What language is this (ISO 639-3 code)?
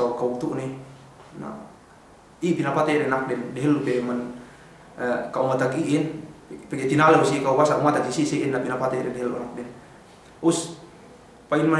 yka